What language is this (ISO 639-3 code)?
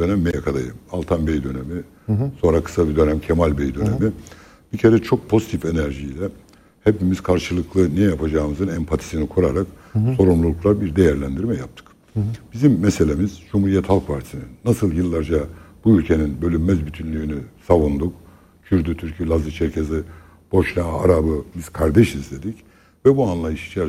tur